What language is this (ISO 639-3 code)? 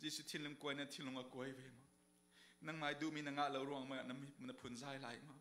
cfm